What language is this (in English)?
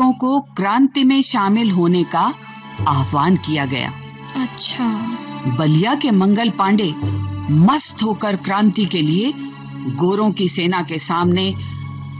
Hindi